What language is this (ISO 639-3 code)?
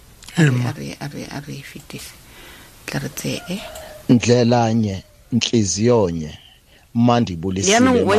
tsn